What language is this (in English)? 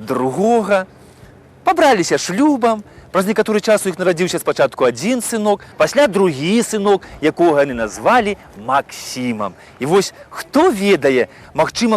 Belarusian